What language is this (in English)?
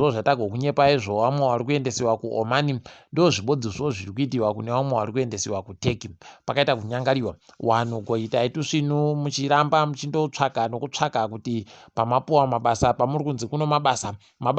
Ndau